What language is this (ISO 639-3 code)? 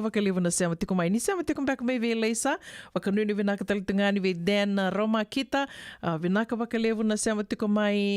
fij